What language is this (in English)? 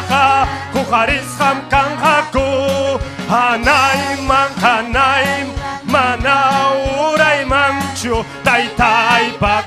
Ayacucho Quechua